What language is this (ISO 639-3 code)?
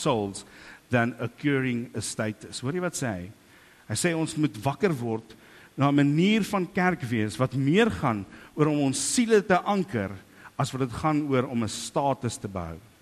afr